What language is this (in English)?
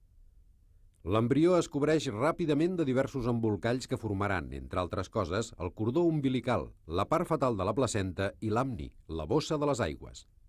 Catalan